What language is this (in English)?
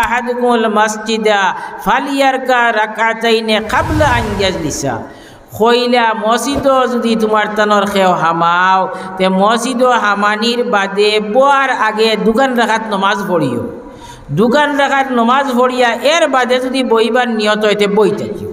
Sylheti